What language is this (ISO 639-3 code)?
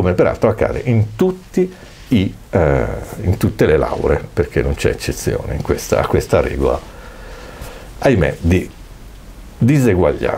ita